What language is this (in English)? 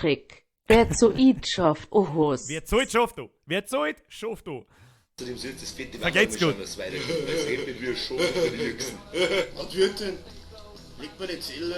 Bavarian